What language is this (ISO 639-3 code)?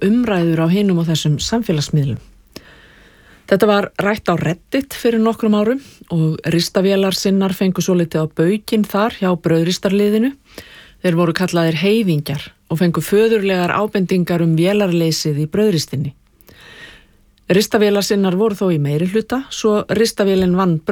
isl